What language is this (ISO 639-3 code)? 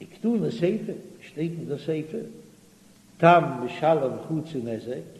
yid